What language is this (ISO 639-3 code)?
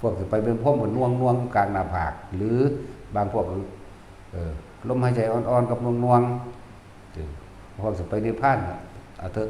tts